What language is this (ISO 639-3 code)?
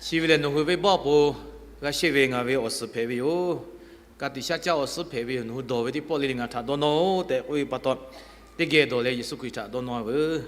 lhu